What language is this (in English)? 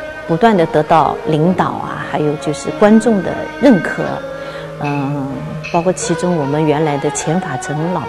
Chinese